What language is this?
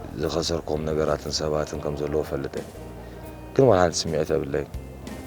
Tigrinya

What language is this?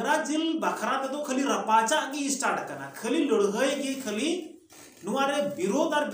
Santali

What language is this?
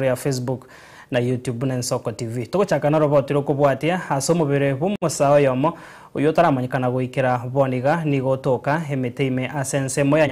Gusii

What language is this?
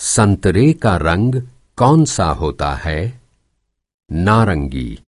Kyrgyz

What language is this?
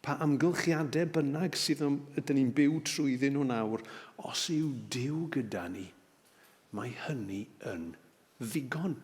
Welsh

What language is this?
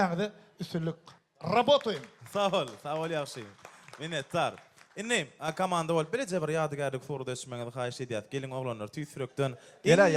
Turkmen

